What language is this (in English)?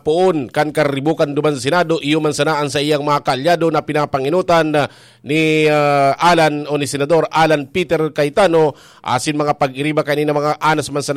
Bikol